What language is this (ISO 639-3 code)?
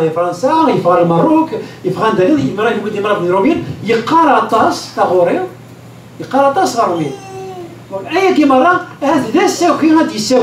kab